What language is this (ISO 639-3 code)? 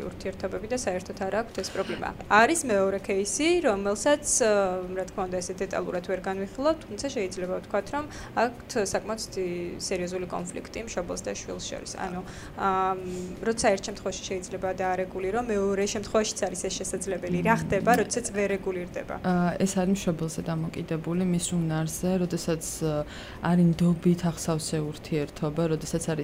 kat